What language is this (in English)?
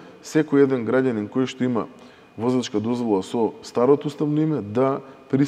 Macedonian